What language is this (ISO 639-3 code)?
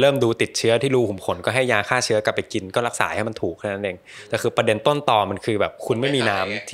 tha